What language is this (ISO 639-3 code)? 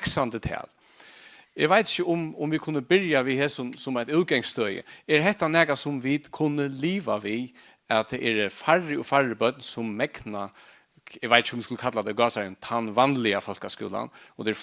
fao